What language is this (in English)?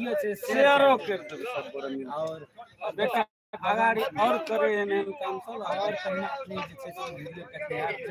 Maithili